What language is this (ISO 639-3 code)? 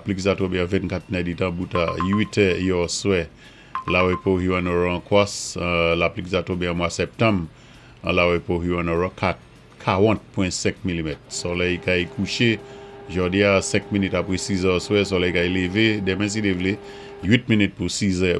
acf